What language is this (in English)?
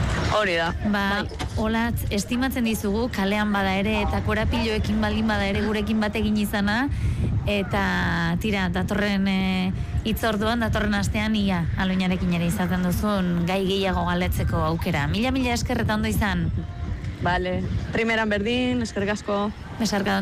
Basque